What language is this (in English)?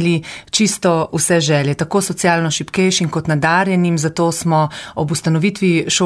Slovenian